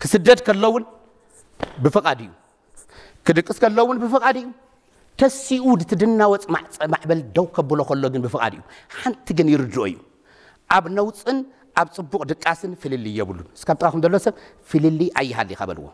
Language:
Tigrinya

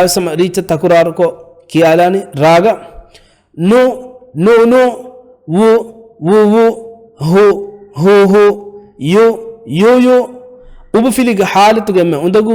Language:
Divehi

